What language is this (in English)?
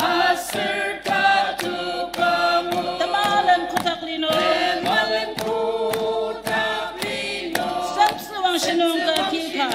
Ao Naga